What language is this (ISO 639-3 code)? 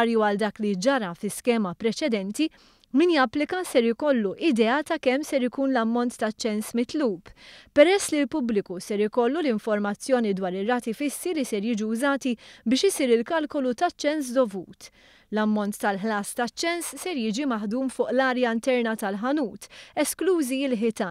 mlt